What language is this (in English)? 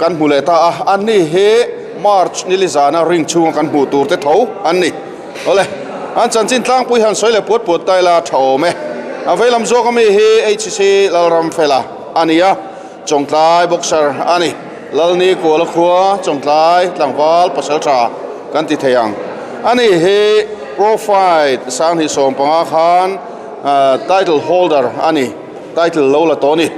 Mizo